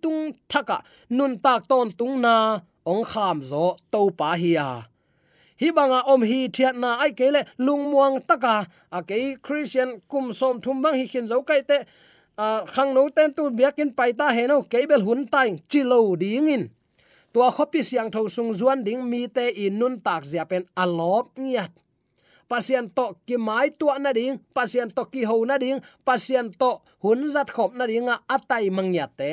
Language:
Tedim Chin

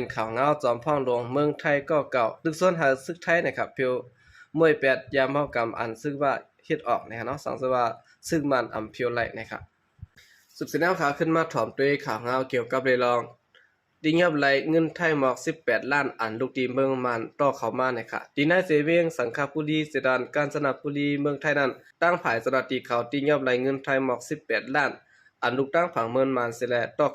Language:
Shan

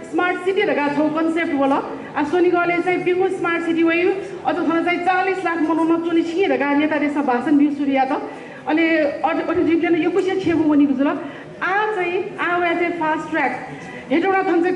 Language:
Newari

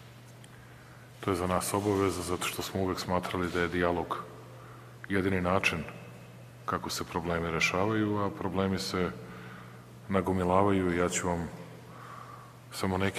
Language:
Serbian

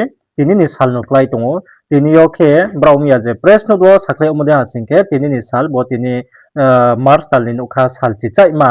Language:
Riang (India)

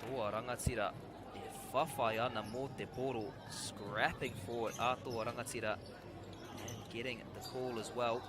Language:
Māori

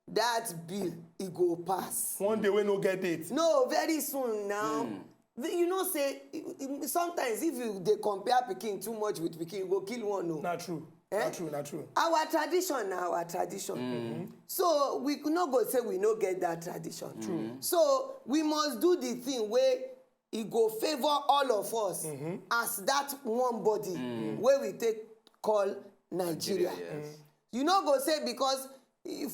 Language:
Nigerian Pidgin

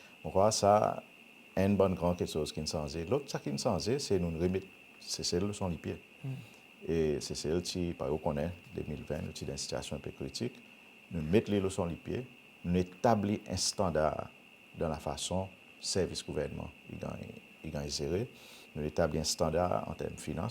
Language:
Seselwa Creole French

